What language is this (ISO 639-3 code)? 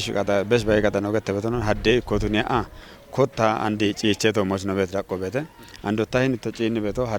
kbr